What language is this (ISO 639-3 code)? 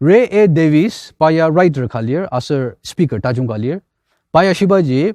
njo